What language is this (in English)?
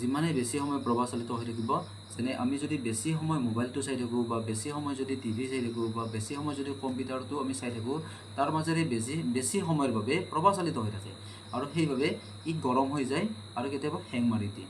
Assamese